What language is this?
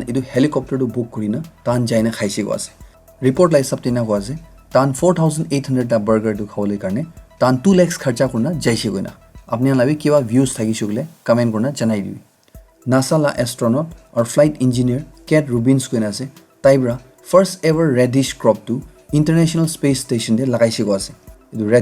Naga Pidgin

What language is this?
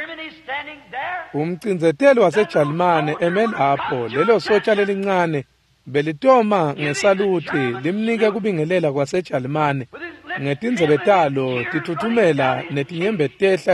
Swati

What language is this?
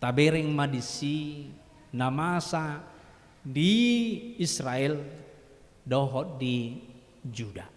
Batak Toba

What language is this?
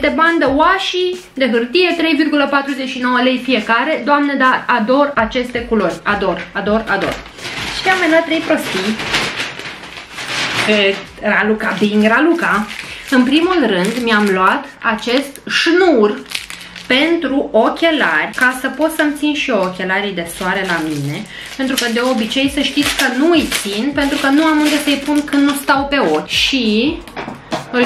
Romanian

